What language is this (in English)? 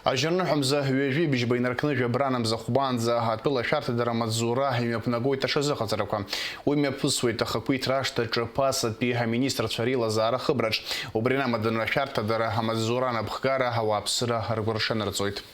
Abkhazian